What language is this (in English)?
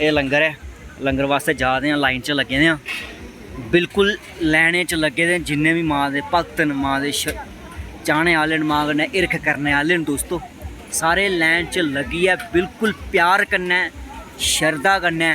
Dogri